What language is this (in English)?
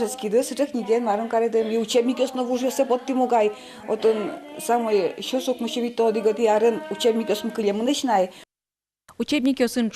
Udmurt